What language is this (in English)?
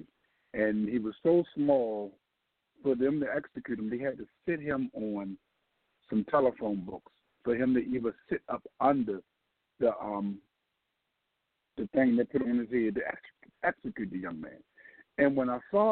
English